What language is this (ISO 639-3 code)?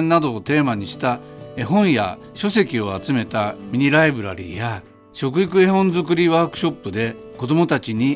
jpn